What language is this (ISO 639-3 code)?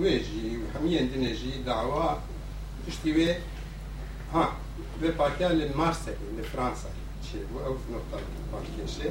kur